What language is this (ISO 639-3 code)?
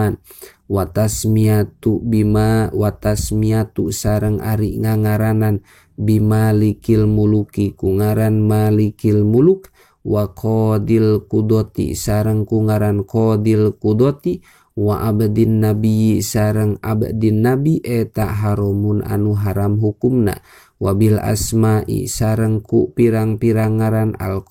sun